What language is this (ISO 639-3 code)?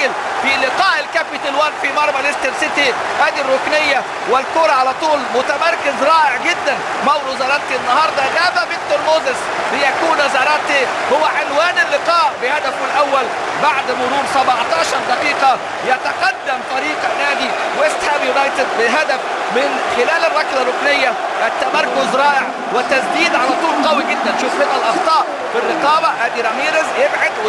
arz